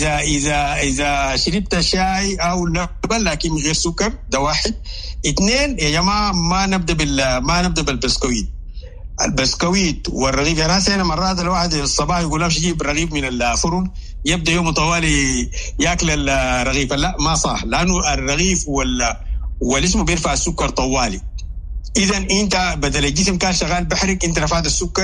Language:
Sudanese Arabic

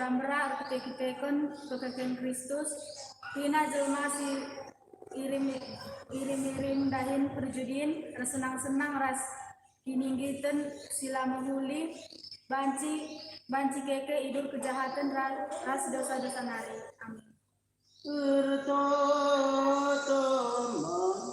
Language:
Batak Karo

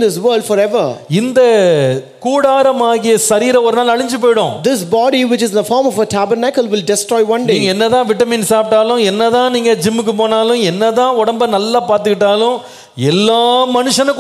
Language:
Tamil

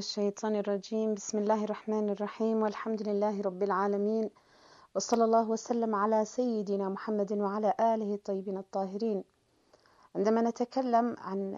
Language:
Arabic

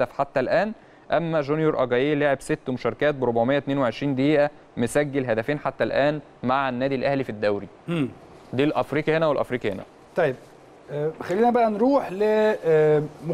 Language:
Egyptian Arabic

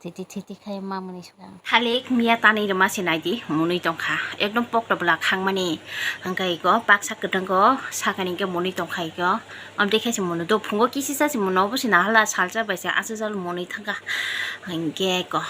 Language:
Kok Borok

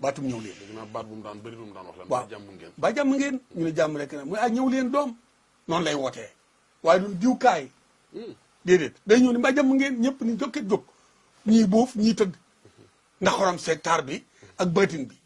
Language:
Wolof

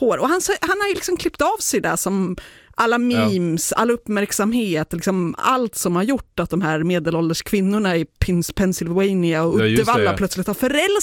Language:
Swedish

